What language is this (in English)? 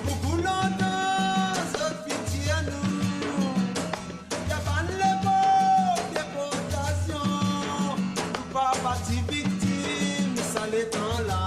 Morisyen